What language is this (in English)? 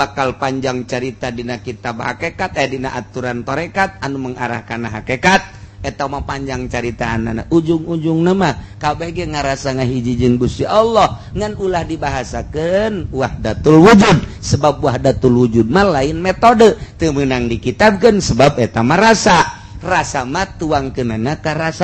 Sundanese